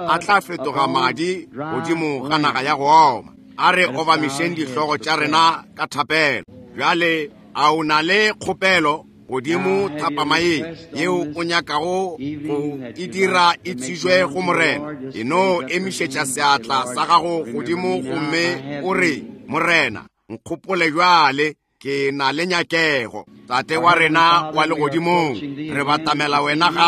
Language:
Northern Sotho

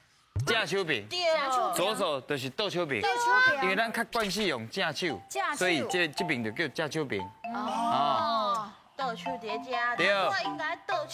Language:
Min Nan Chinese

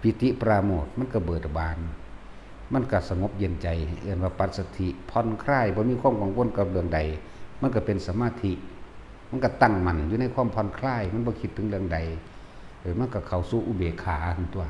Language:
Northeastern Thai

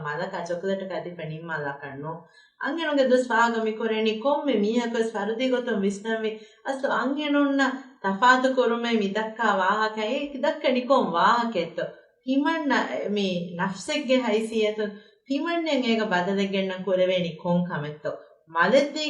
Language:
Divehi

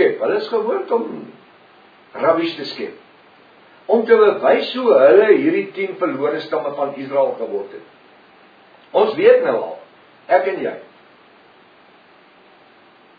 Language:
Afrikaans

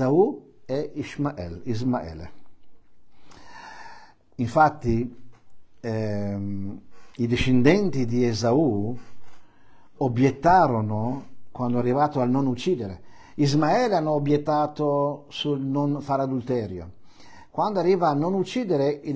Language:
Italian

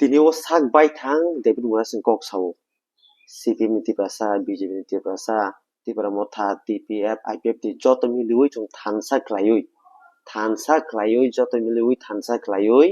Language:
Kok Borok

